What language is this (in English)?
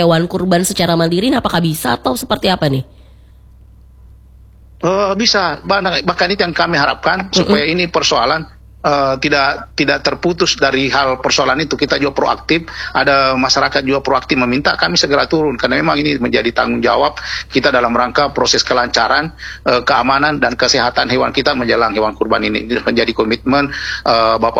Indonesian